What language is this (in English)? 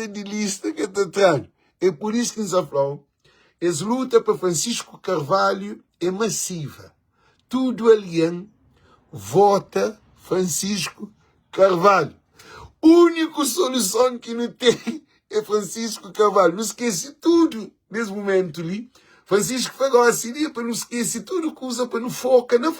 Kabuverdianu